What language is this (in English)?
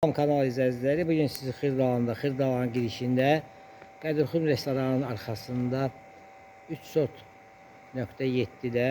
Azerbaijani